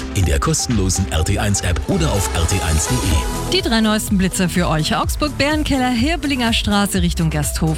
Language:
German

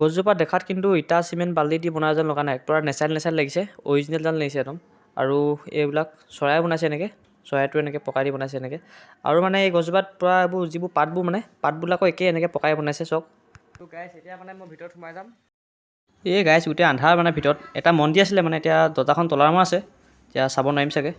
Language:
Assamese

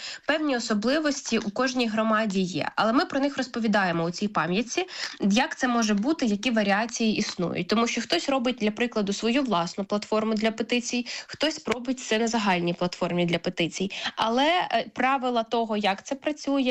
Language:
Ukrainian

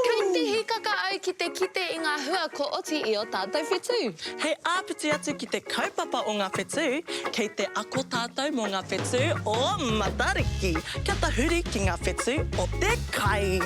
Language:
Māori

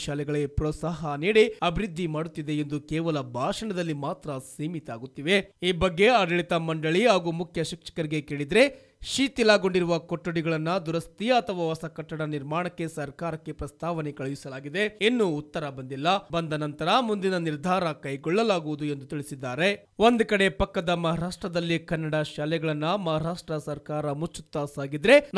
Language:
Kannada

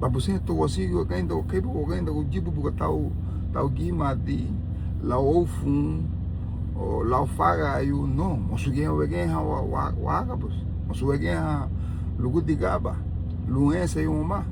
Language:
Garifuna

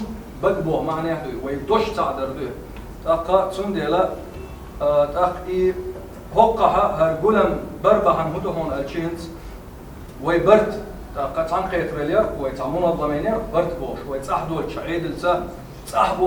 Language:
Chechen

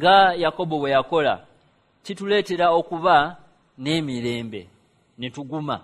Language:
Ganda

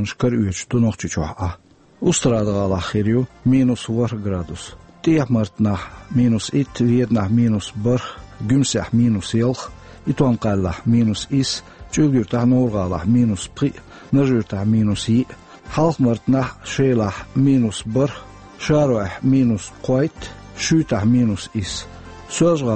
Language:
Chechen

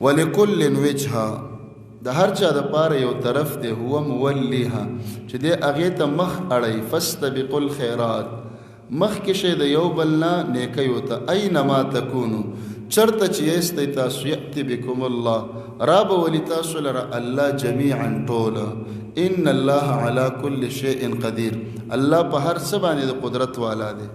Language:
Pashto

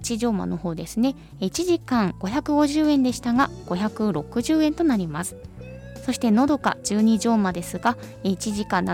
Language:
Japanese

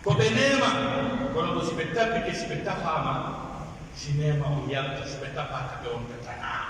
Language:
Pular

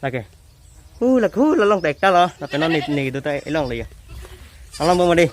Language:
Karbi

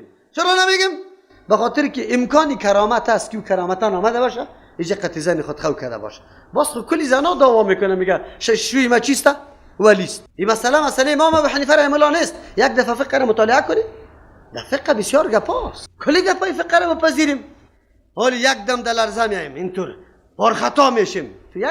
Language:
Persian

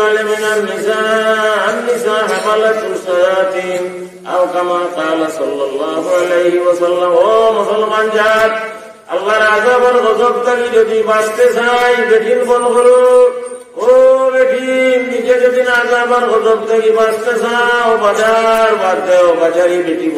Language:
Sylheti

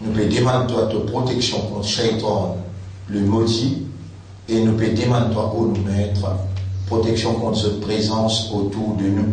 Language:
Morisyen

